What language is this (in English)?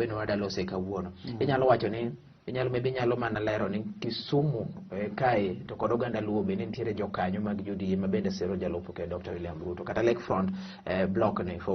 Luo (Kenya and Tanzania)